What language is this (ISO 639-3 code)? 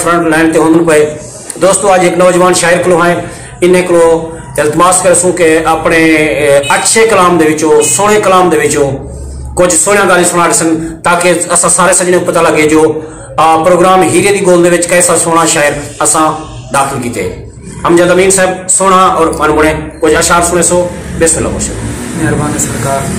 skr